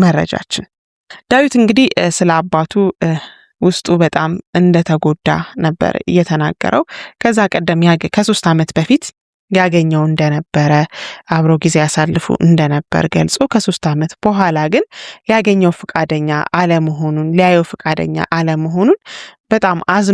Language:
Amharic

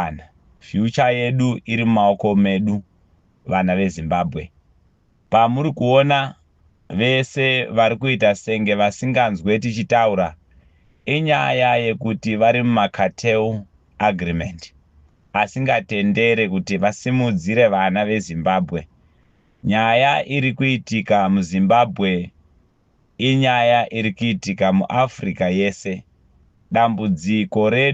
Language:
Shona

